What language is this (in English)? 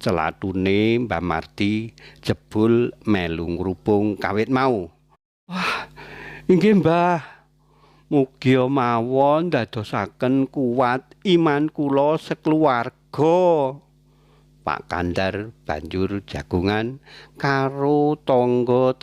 Javanese